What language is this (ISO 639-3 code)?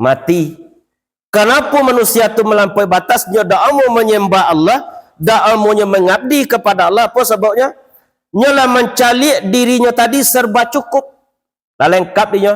min